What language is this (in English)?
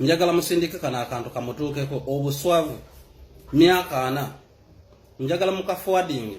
Ganda